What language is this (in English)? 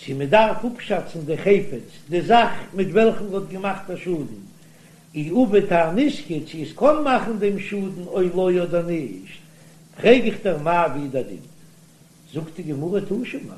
Yiddish